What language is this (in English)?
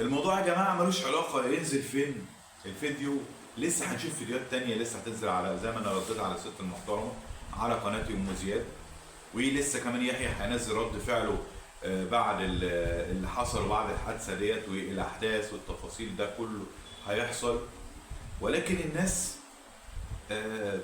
Egyptian Arabic